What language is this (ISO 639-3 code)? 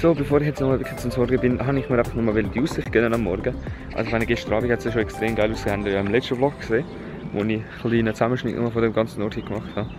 gsw